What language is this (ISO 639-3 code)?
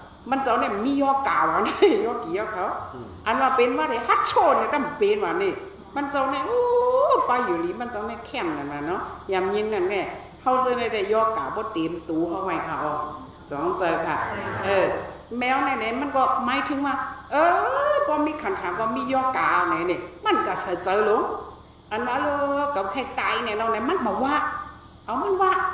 shn